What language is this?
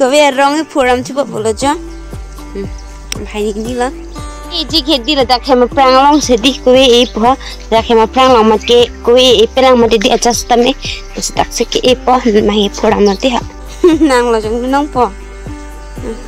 Karbi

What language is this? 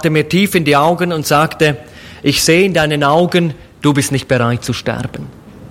German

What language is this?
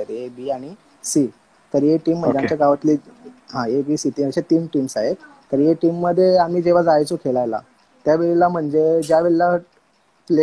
Marathi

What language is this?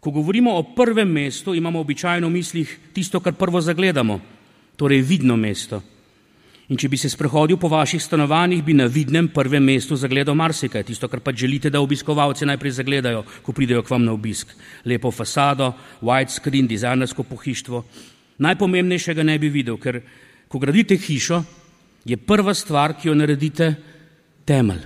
Slovenian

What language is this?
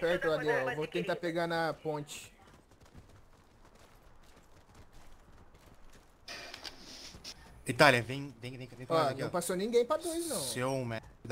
Portuguese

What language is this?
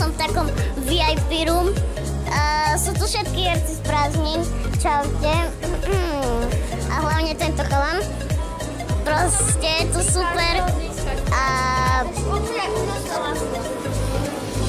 Slovak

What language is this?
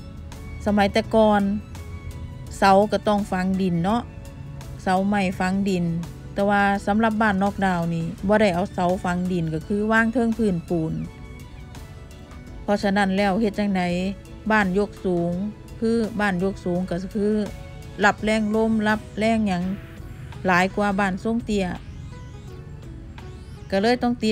Northeastern Thai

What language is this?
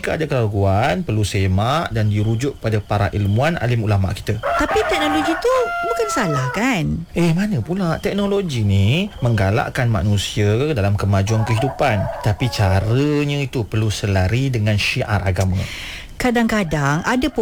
Malay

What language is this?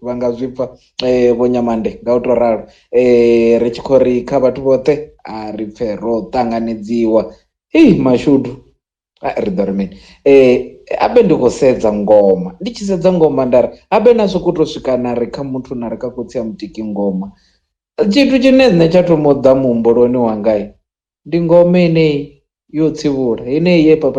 Venda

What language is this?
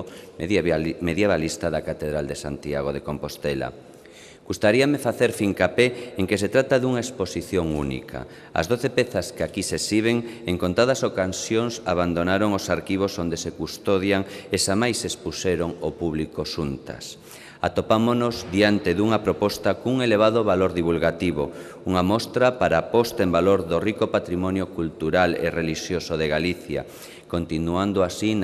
Galician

